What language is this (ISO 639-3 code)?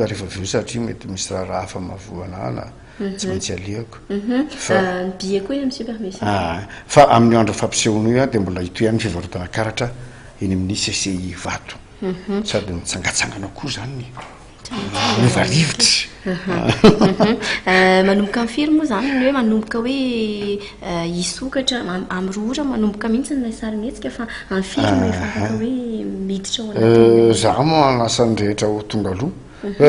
mlg